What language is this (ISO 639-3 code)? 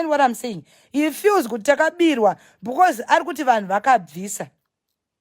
sna